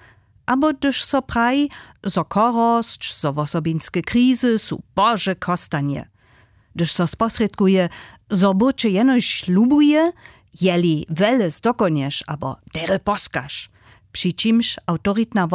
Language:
Upper Sorbian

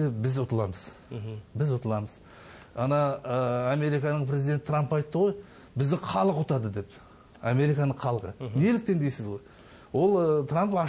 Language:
Kazakh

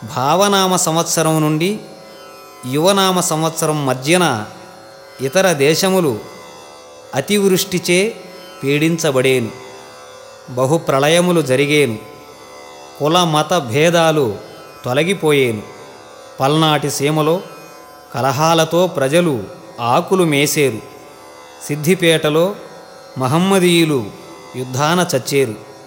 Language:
Telugu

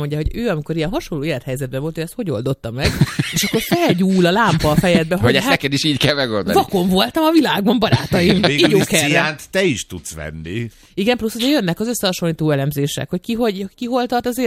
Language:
Hungarian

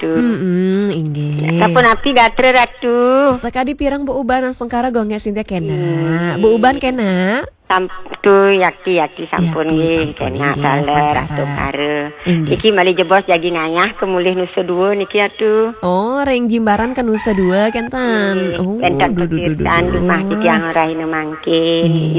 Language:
Balinese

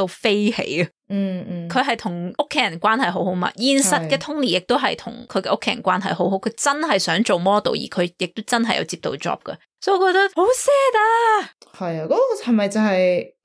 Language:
Cantonese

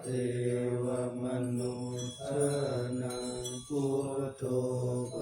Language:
Pali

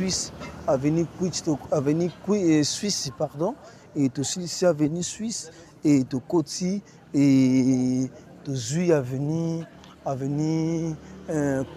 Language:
Lingala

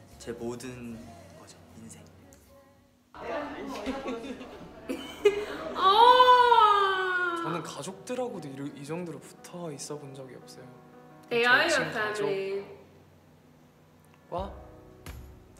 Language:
Korean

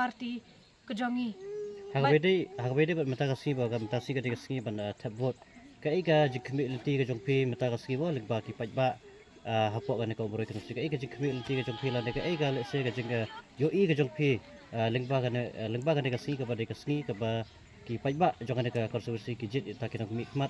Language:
Khasi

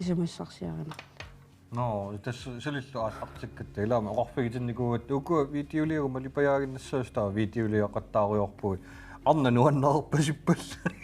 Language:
Kalaallisut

